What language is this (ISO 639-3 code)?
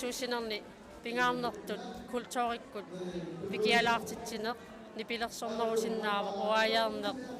kal